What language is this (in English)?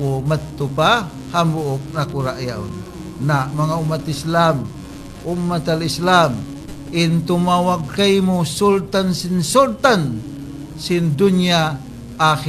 Tausug